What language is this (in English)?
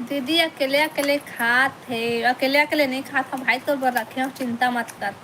Chhattisgarhi